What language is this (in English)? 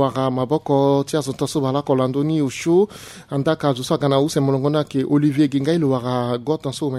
Sango